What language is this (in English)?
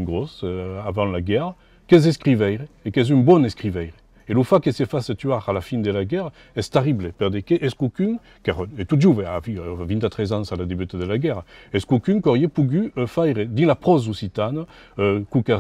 Occitan